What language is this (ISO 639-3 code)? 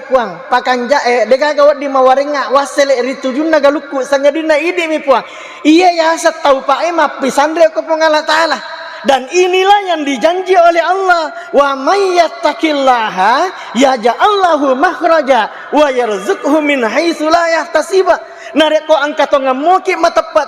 bug